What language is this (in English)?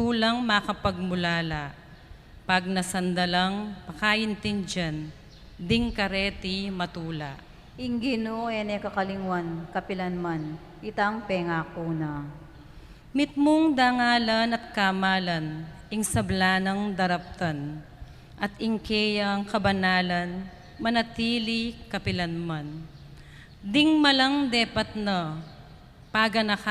Pampanga